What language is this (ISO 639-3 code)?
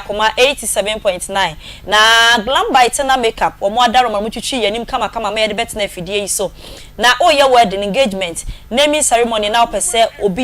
aka